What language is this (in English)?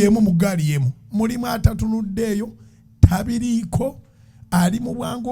Ganda